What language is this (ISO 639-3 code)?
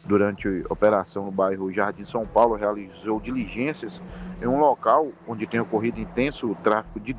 por